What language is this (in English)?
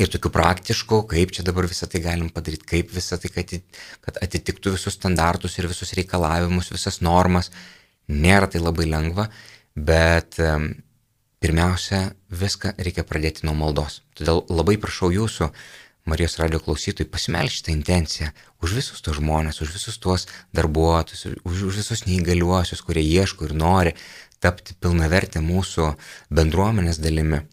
Lithuanian